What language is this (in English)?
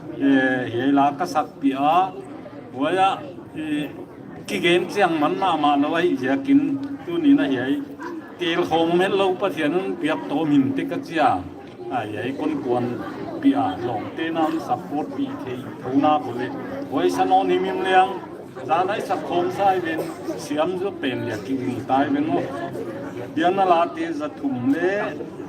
Paite Chin